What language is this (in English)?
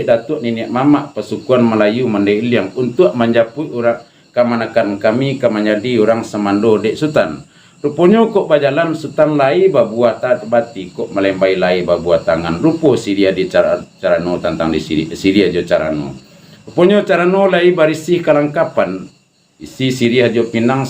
Minangkabau